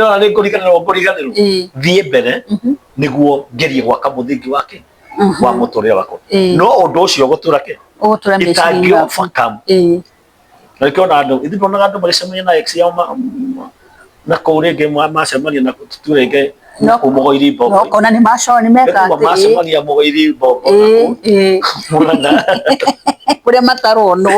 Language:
Kikuyu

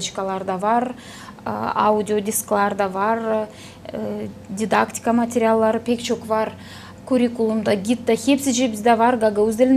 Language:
Gagauz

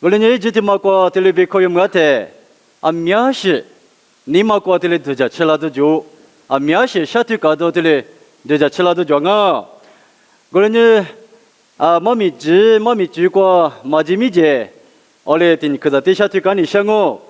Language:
Lisu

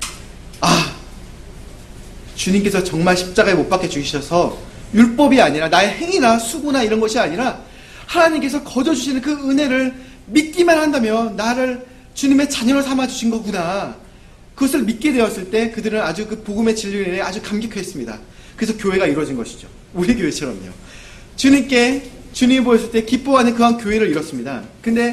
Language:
Korean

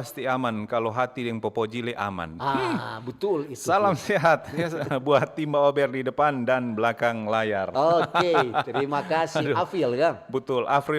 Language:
Manado Malay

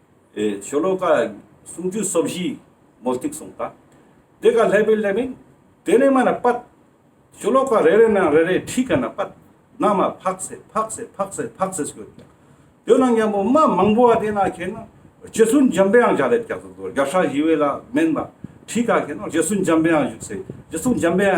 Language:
Ladakhi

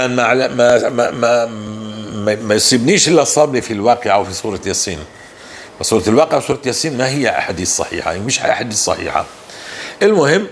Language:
North Levantine Arabic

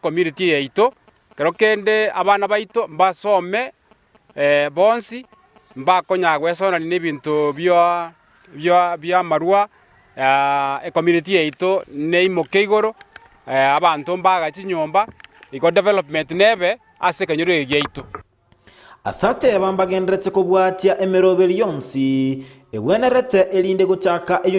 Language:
Gusii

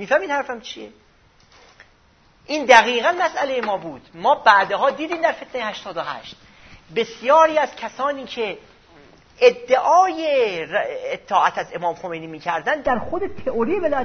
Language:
Persian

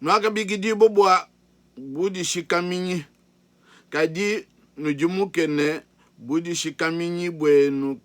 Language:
Luba-Lulua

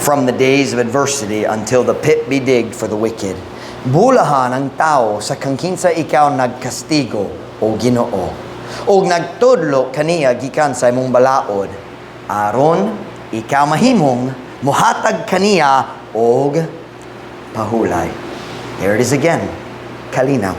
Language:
Cebuano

